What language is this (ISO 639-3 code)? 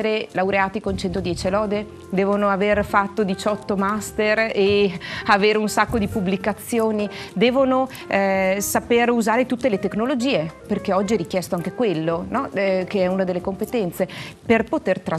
ita